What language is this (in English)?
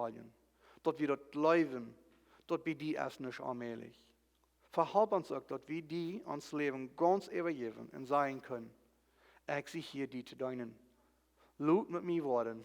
Plautdietsch